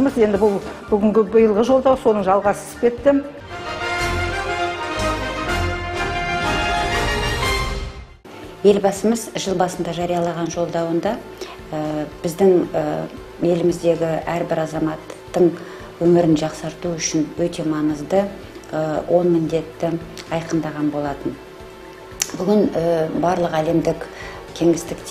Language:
Kazakh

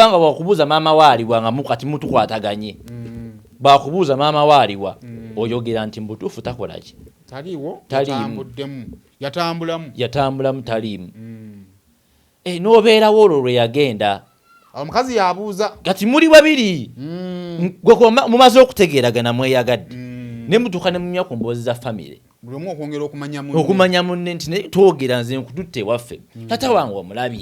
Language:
Ganda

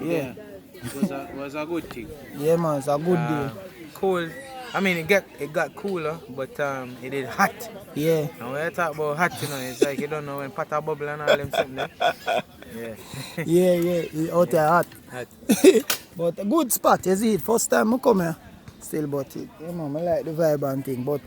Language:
Jamaican Creole English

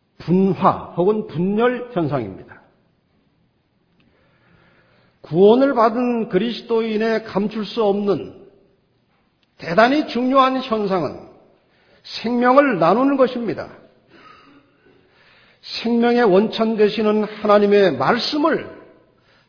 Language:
Korean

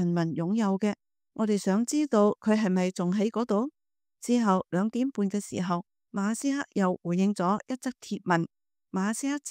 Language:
Cantonese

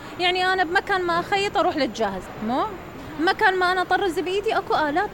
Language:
Mesopotamian Arabic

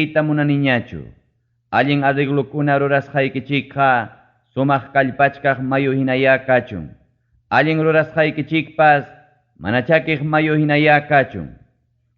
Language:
Ayacucho Quechua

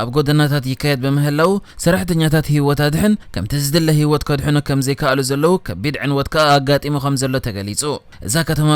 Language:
Tigrinya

